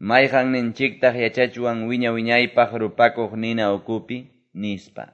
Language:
Quechua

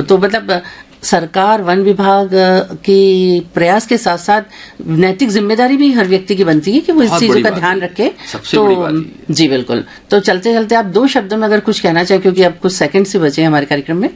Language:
Hindi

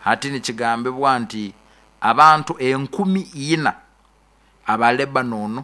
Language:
Nyoro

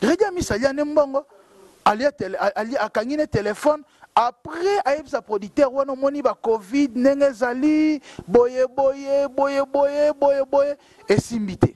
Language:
Lingala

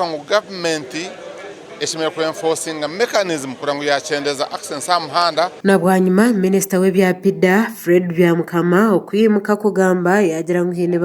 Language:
Nyankole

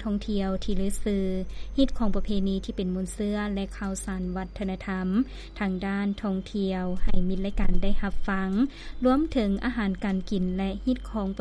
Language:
Lao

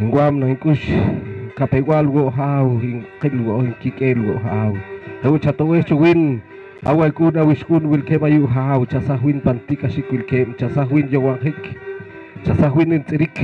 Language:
Poqomchi'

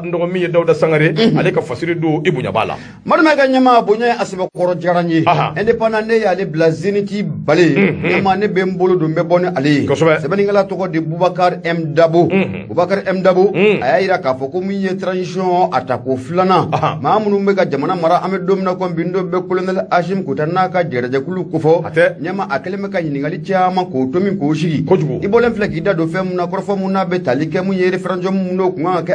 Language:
Bambara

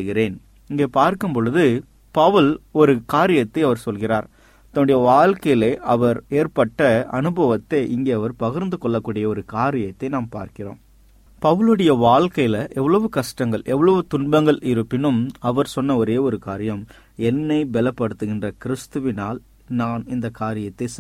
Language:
Tamil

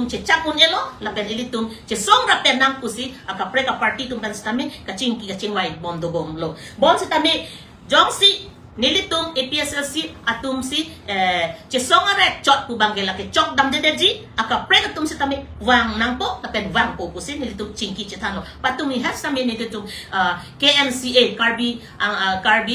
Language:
Karbi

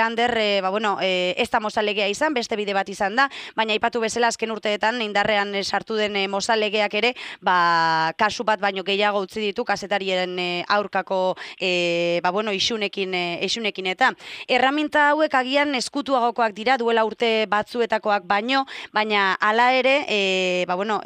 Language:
Basque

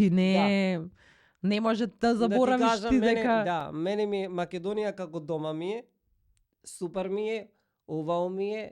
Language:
Macedonian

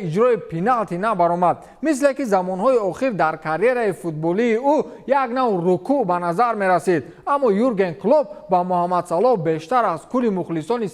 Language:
Tajik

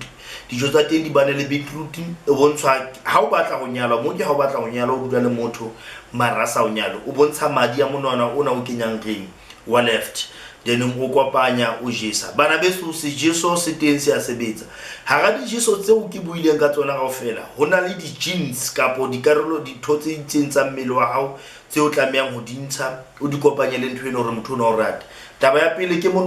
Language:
Southern Sotho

